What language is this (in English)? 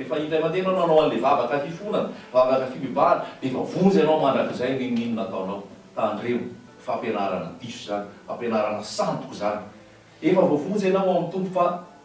Malagasy